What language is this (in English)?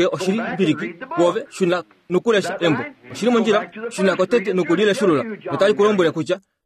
Kuanyama